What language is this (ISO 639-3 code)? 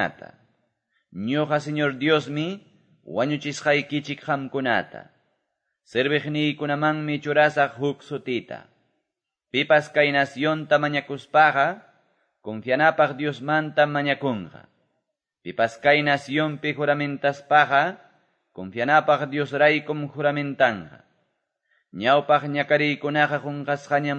que